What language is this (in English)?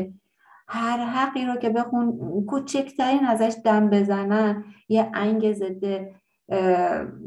Persian